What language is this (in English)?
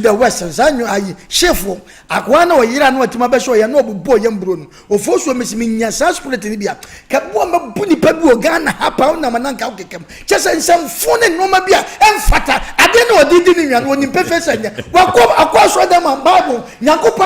Akan